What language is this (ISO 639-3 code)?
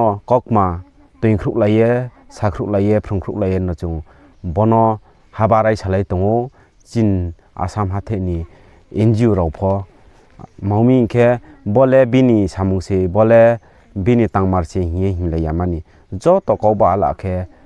ria